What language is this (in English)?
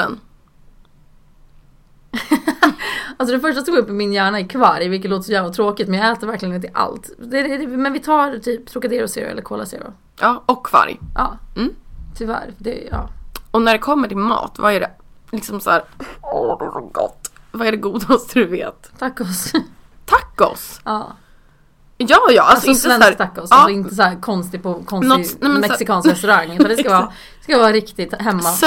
Swedish